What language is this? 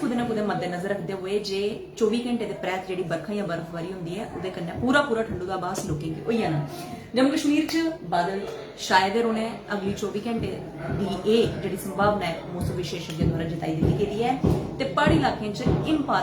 Dogri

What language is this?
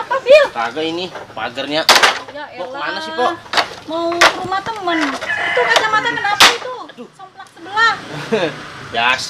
Betawi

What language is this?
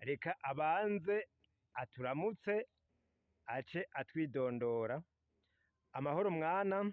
Rundi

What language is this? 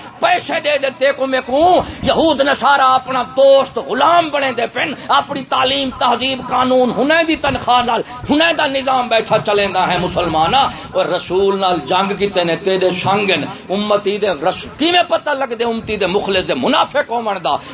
Saraiki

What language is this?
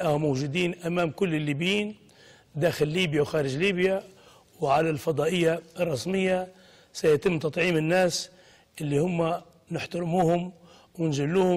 Libyan Arabic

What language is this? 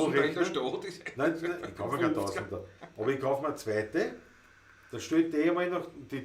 Bavarian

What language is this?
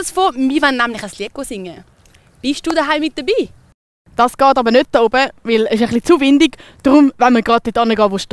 Swiss German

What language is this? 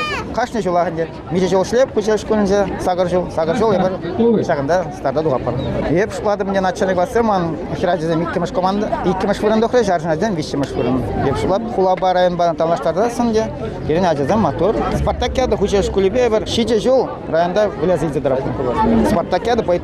Chuvash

